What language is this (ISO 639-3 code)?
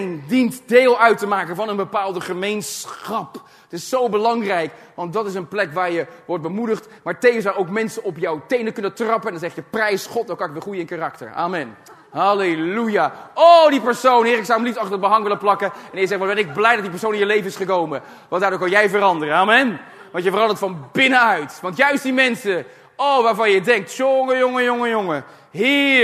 nld